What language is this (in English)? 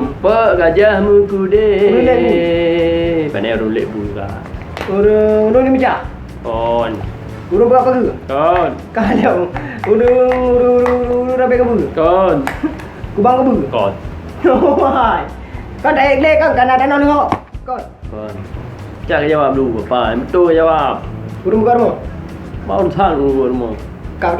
Achinese